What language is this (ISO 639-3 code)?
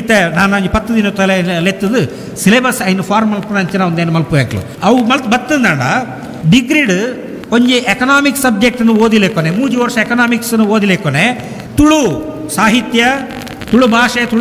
tcy